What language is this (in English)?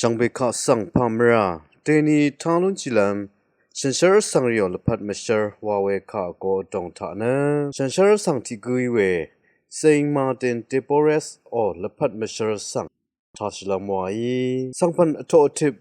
Rawang